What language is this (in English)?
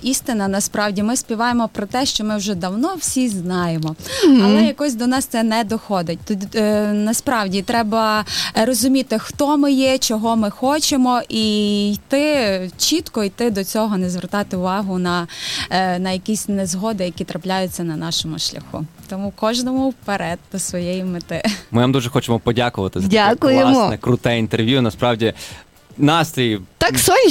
Ukrainian